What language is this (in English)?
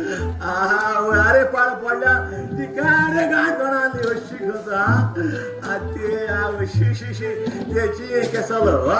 Konkani